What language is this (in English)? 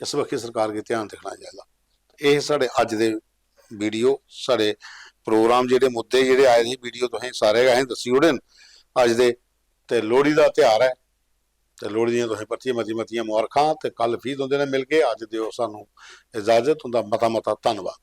Dogri